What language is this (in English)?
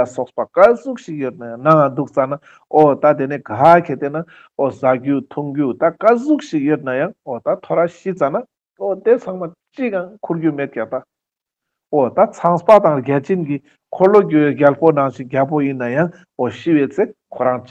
Ladakhi